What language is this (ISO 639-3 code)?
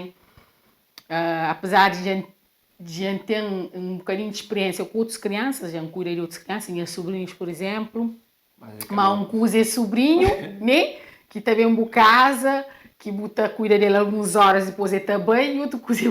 kea